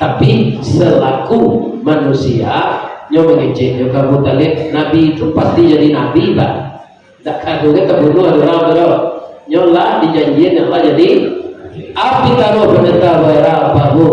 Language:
Minangkabau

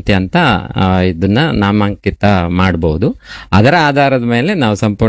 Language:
Kannada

